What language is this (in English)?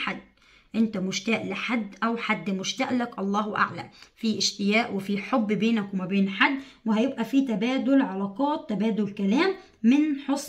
Egyptian Arabic